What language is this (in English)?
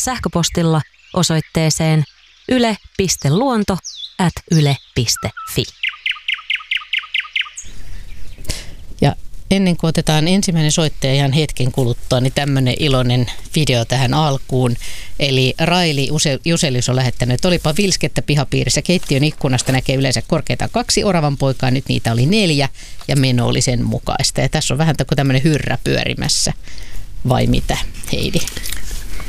Finnish